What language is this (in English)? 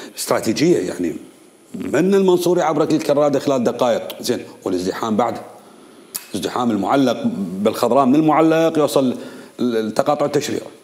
Mesopotamian Arabic